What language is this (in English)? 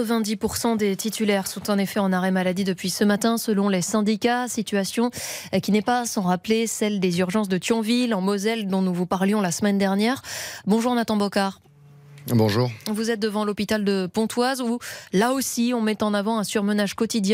French